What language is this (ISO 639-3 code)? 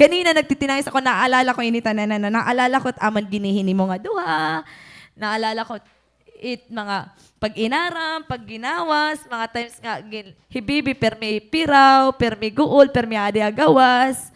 war